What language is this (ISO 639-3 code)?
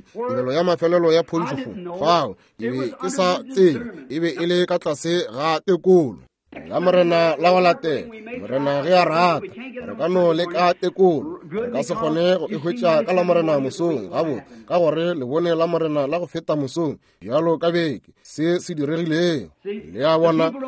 nso